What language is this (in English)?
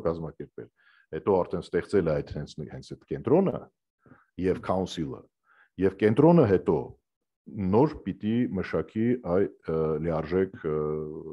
Armenian